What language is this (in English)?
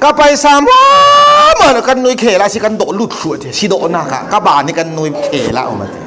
Falam Chin